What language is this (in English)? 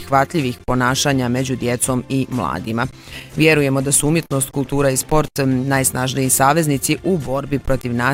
Bosnian